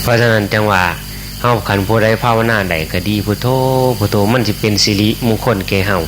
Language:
Northeastern Thai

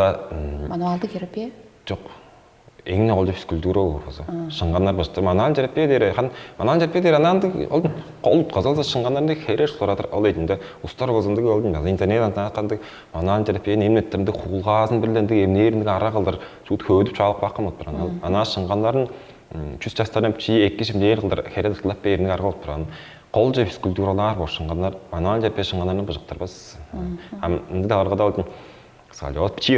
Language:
Tuvinian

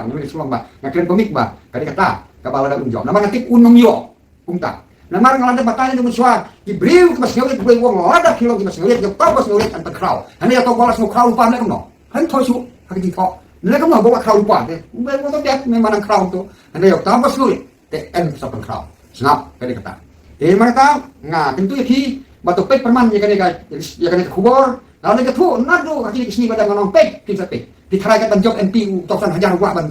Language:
Khasi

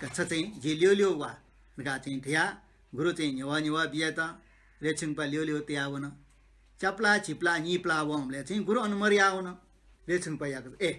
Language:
Newari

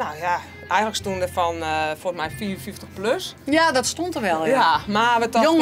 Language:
Western Frisian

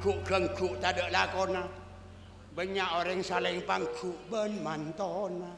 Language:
Madurese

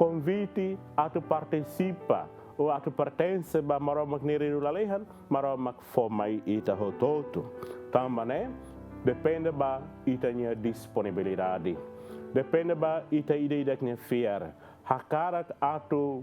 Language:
Tetum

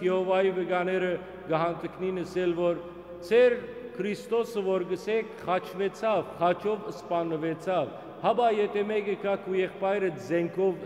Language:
Western Armenian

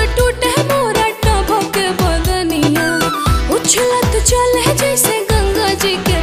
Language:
Bhojpuri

